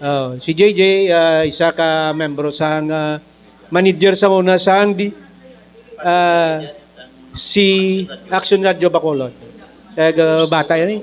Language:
Hiligaynon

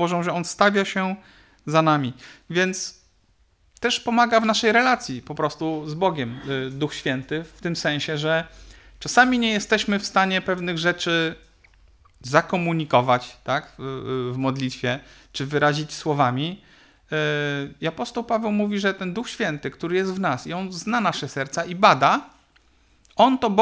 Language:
Polish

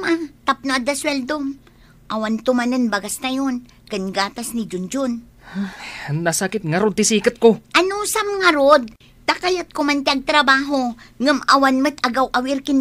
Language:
Iloko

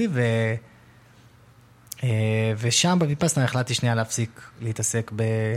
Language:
Hebrew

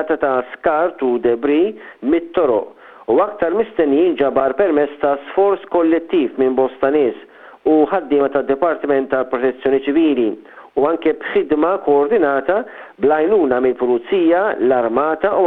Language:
Maltese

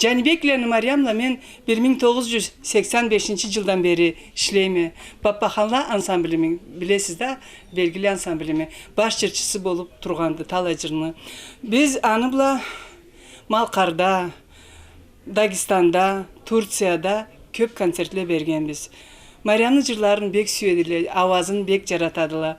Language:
Karachay-Balkar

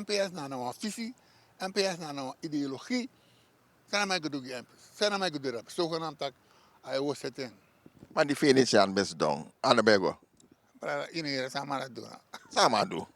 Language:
Sranan Tongo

